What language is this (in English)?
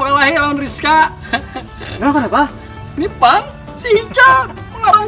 Banjar